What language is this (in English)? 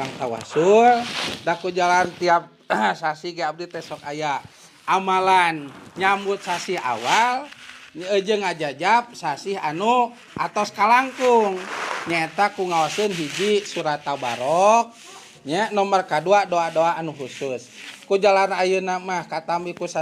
Sundanese